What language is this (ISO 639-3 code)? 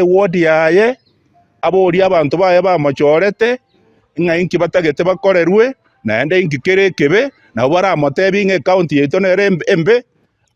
guz